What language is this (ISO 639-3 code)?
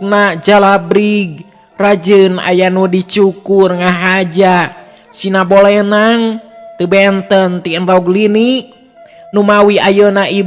sun